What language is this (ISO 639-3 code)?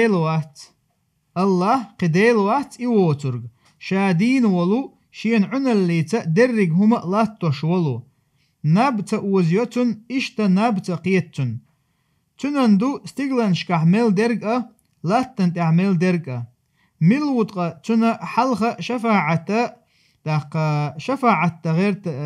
che